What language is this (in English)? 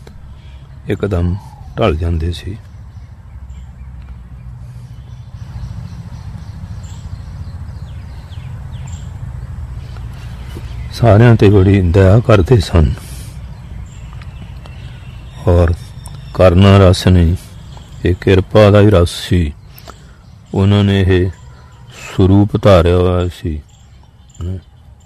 Punjabi